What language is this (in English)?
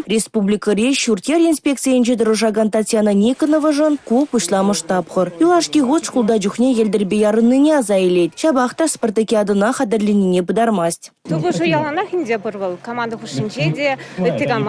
Chuvash